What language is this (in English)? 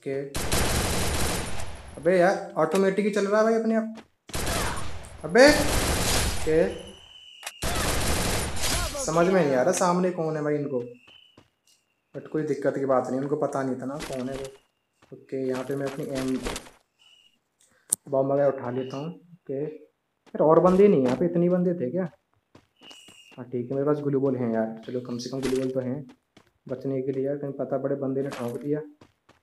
Hindi